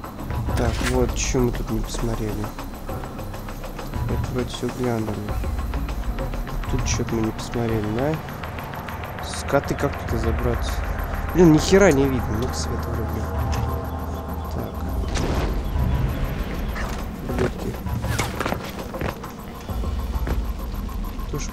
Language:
Russian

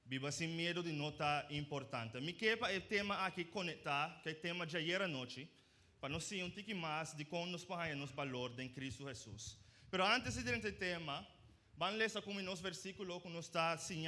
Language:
Papiamento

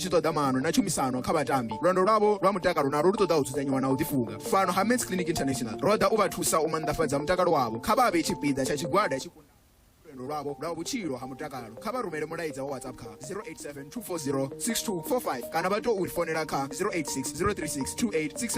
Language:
Venda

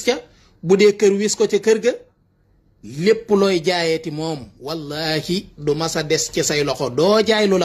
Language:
Wolof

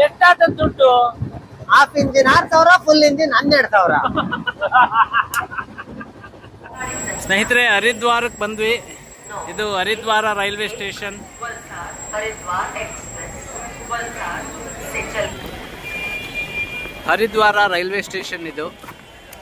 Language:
Kannada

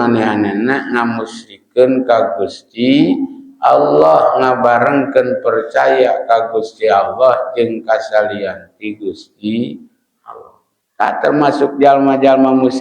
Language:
Sundanese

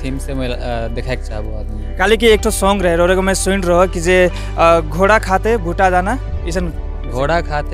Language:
Sadri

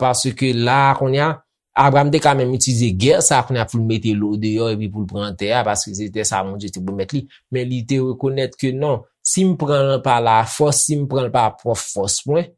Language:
Haitian Creole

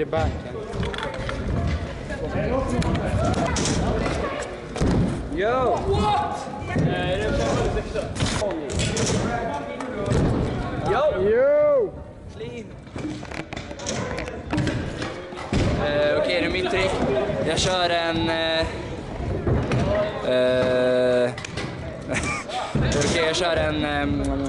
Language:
Swedish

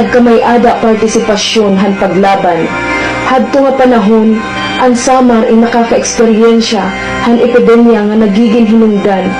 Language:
Waray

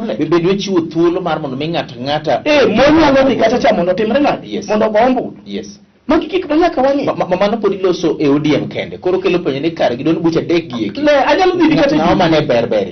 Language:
Luo (Kenya and Tanzania)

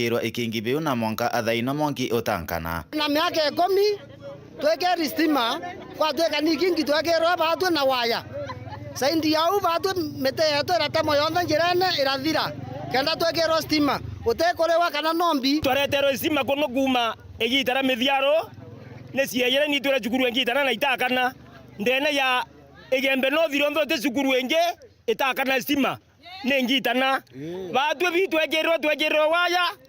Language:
Meru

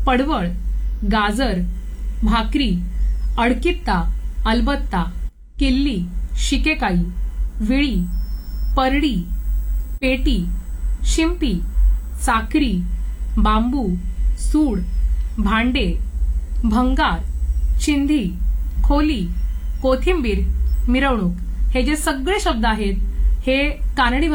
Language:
Marathi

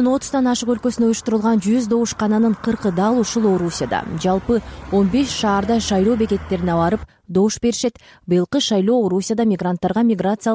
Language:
Kyrgyz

